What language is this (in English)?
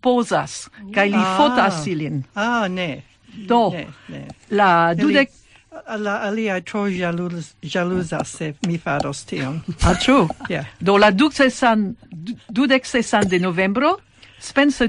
Esperanto